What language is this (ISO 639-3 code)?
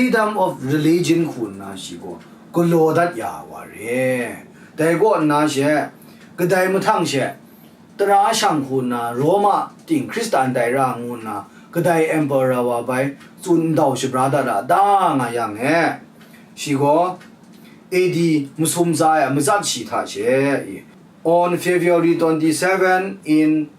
kac